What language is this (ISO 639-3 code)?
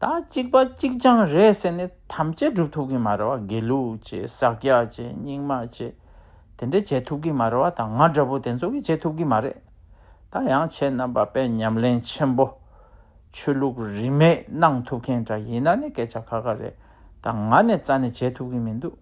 bod